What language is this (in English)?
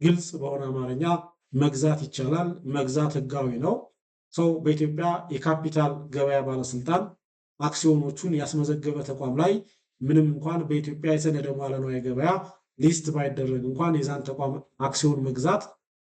Amharic